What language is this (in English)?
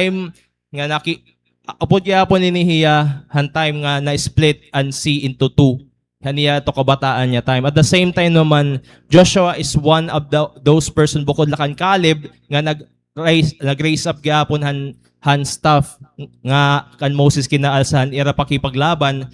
Waray